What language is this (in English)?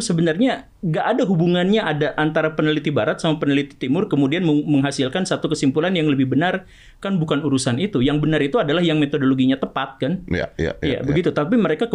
Indonesian